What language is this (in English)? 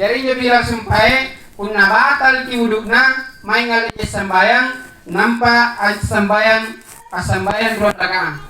Makasar